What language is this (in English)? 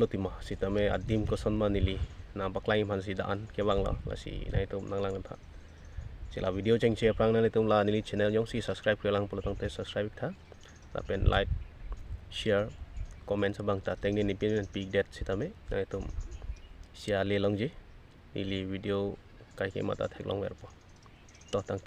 Karbi